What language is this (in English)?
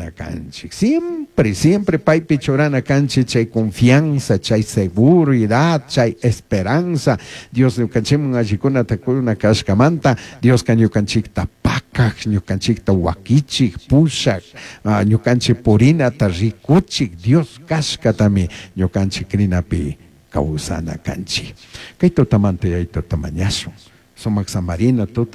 Chimborazo Highland Quichua